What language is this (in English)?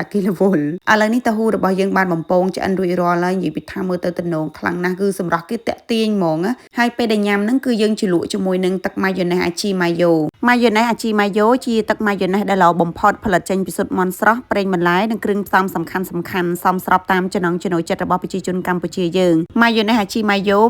Khmer